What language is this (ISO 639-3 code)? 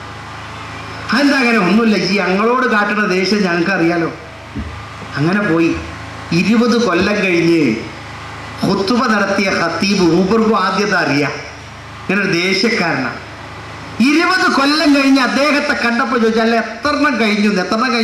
mal